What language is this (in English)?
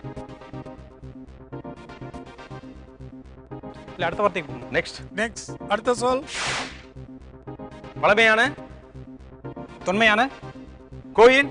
Tamil